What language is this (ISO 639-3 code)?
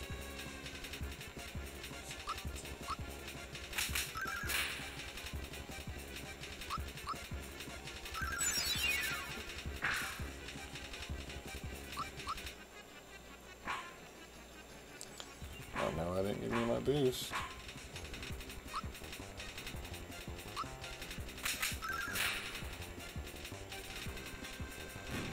eng